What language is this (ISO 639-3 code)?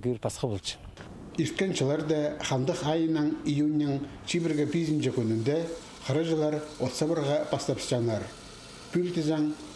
kjh